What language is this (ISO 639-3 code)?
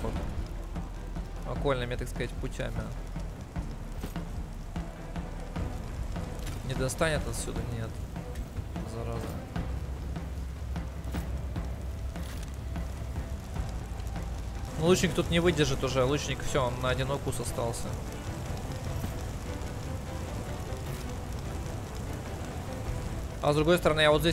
rus